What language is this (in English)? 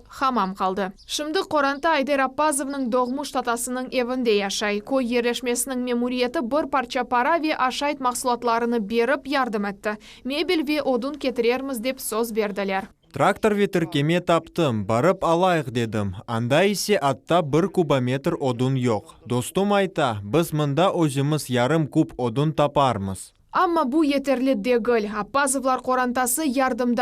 Crimean Tatar